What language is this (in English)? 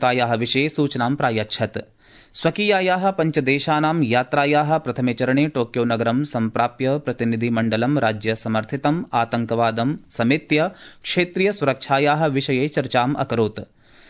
Sanskrit